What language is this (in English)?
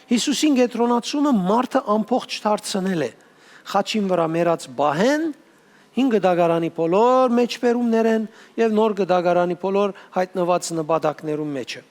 Western Armenian